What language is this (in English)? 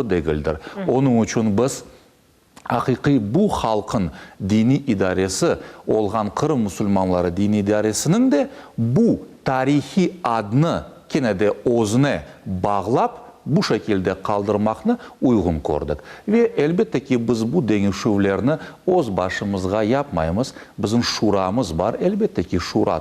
Crimean Tatar